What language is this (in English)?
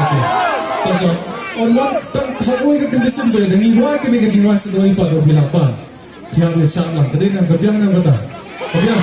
Khasi